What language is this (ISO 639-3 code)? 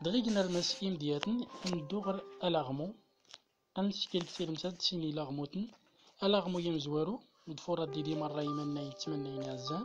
tzm